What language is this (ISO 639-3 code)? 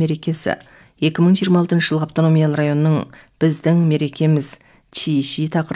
kaz